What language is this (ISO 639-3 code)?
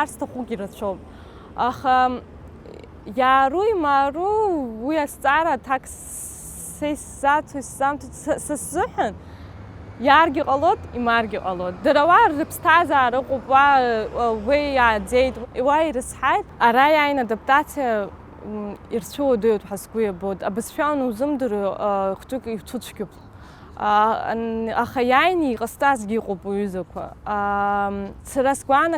abk